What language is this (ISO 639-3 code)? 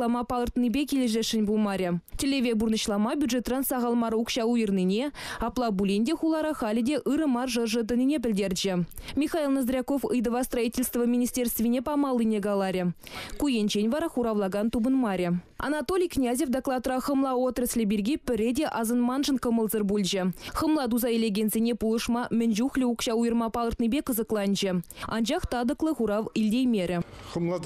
chv